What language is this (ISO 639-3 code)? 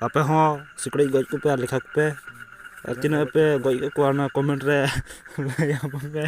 sat